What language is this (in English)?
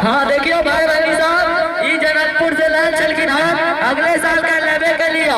Maithili